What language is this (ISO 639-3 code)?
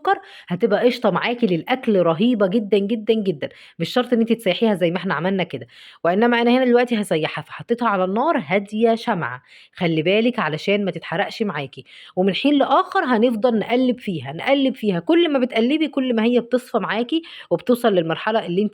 arz